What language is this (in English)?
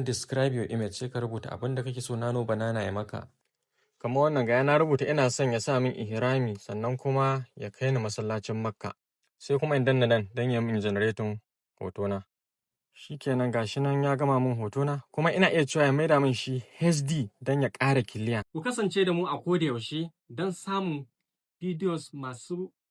Hausa